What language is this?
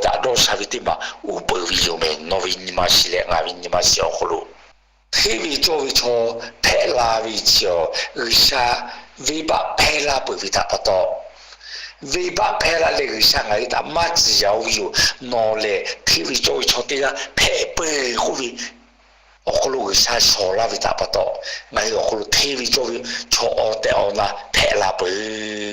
Lahu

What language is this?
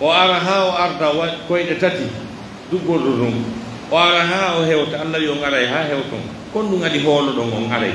Pular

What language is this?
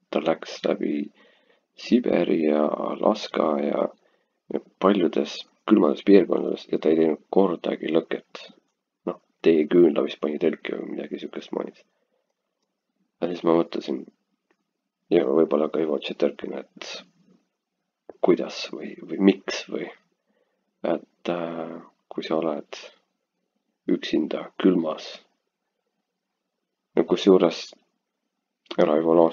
Estonian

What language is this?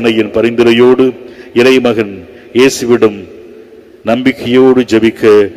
Tamil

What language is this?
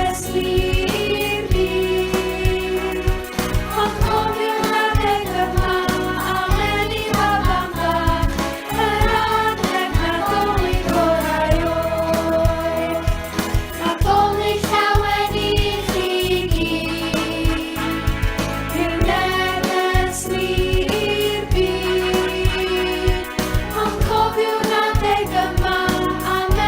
Welsh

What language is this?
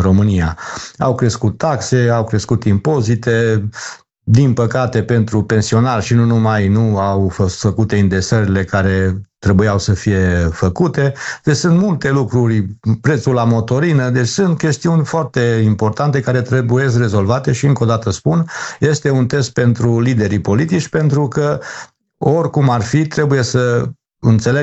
Romanian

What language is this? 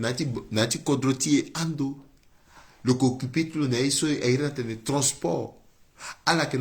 Sango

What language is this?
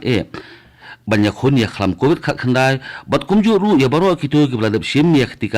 Khasi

